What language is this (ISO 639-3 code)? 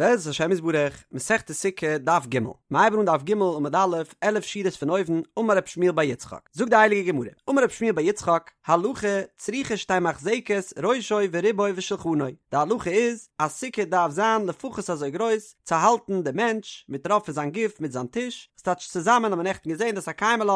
yid